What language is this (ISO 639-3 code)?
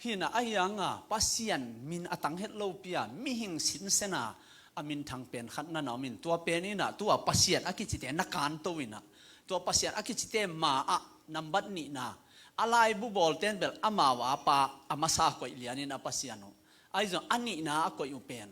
ctd